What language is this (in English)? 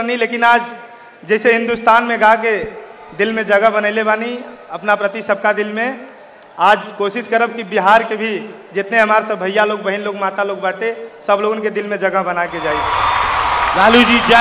Bhojpuri